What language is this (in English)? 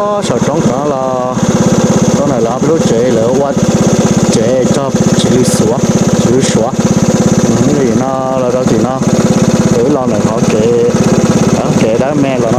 Hmong